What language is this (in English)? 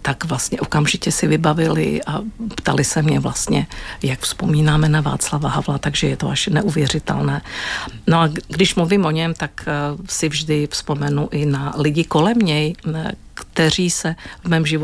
Czech